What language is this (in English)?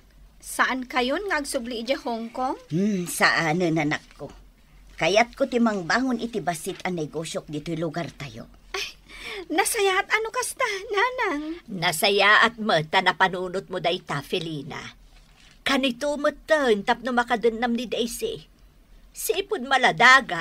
Iloko